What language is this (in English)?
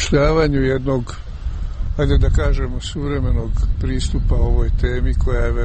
Croatian